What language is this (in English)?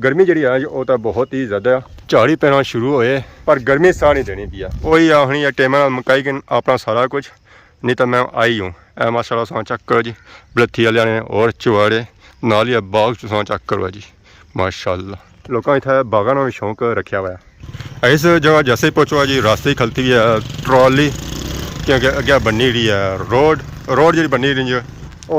Pahari-Potwari